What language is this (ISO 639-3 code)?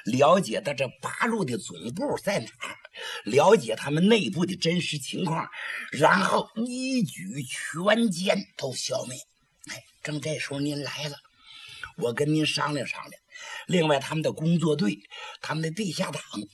zho